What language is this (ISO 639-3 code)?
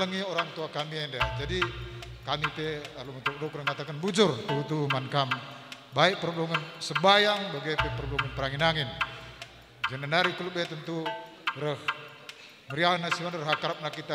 btx